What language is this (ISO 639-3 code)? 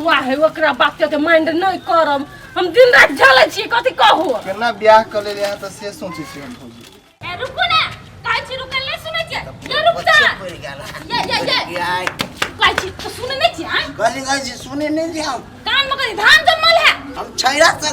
mai